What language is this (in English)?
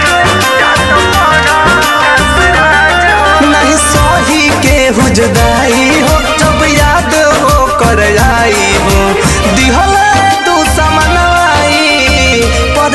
Bhojpuri